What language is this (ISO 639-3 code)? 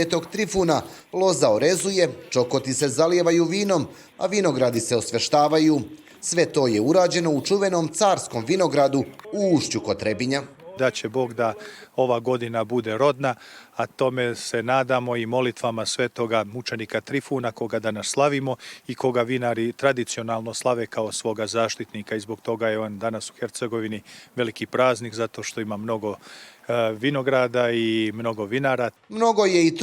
bos